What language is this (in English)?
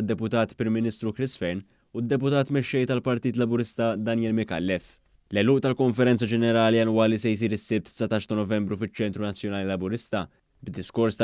Maltese